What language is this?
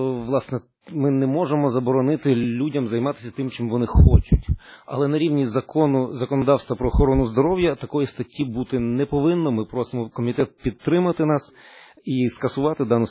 Ukrainian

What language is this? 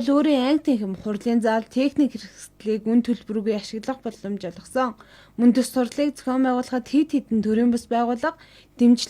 Mongolian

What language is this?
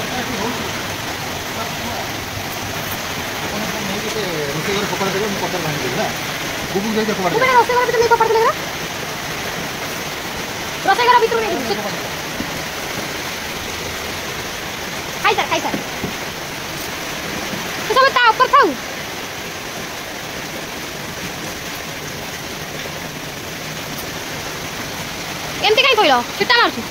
Odia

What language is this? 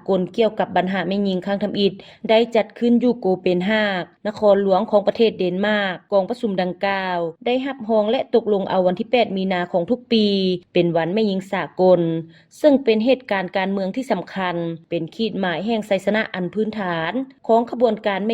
Lao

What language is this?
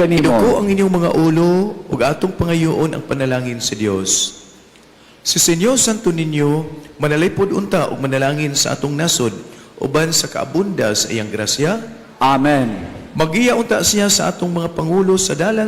Cebuano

